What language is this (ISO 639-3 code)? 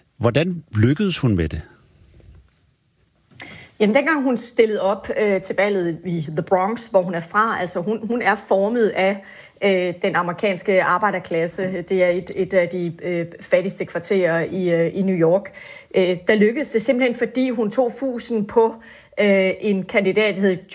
dan